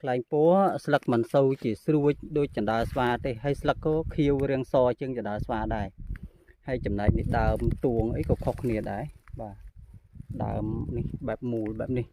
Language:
Khmer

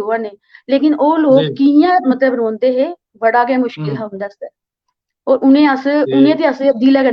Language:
Dogri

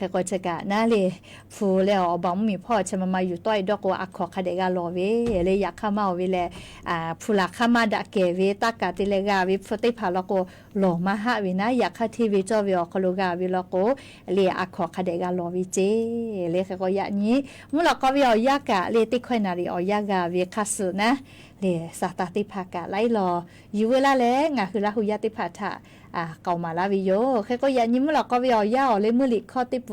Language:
Lahu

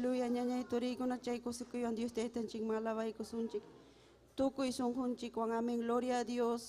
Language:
Ayacucho Quechua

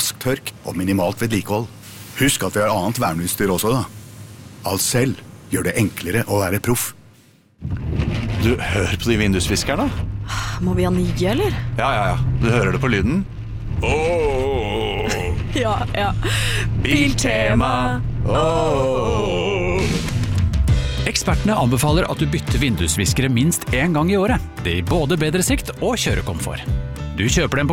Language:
Norwegian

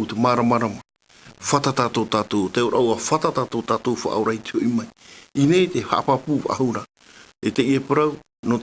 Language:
Tahitian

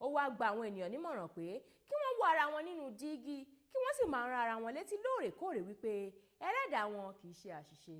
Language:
Yoruba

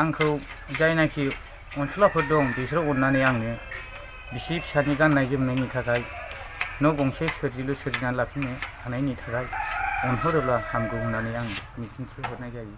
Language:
Bodo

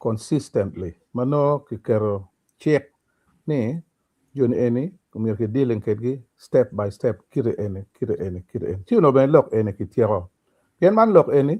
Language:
Acoli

